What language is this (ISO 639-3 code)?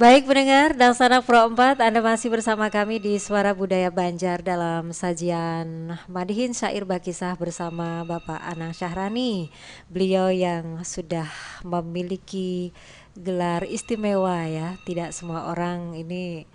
bjn